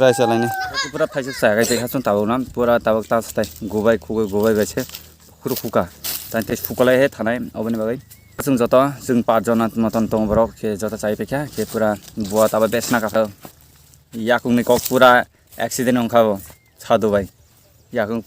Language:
Kok Borok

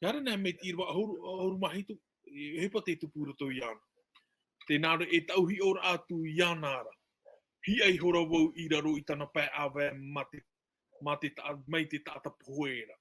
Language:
Tahitian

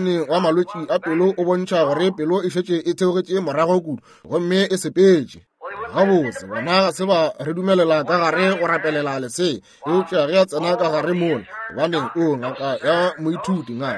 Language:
Northern Sotho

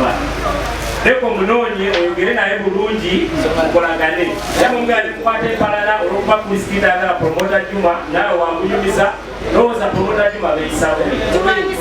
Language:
Ganda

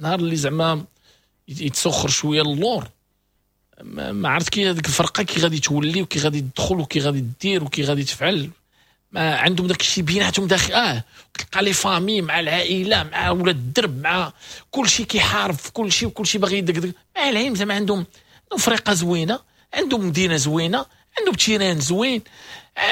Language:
Moroccan Arabic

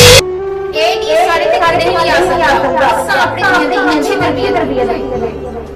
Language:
Saraiki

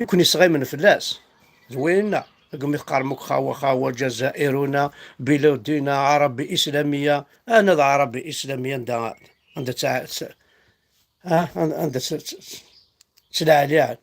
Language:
Kabyle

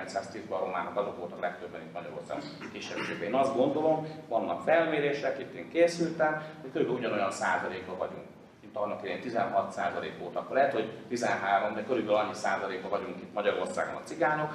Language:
Hungarian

